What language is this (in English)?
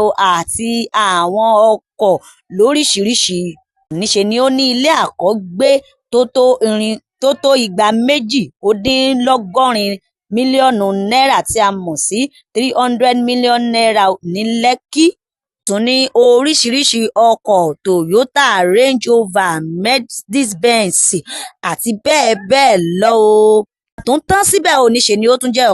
Yoruba